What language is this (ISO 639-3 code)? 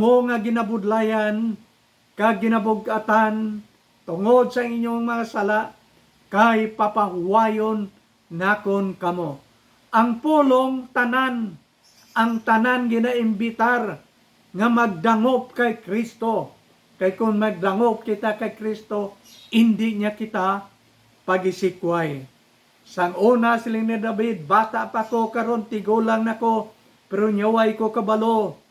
hil